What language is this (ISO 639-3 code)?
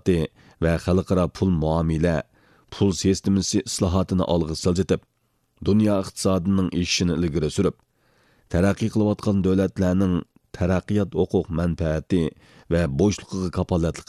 uig